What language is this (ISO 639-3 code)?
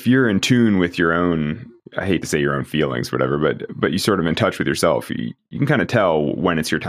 eng